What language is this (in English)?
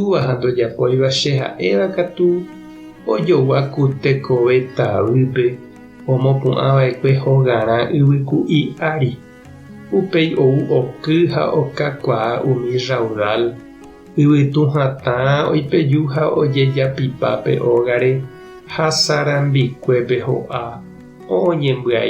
Guarani